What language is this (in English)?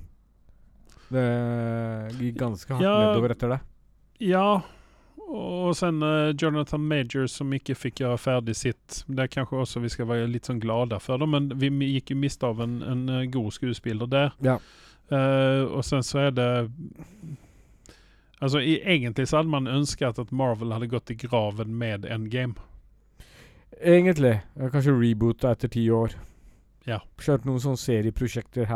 Norwegian